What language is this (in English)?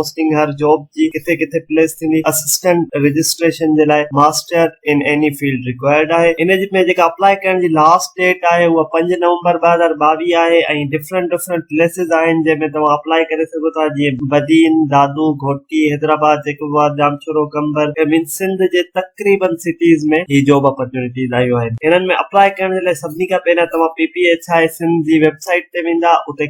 Sindhi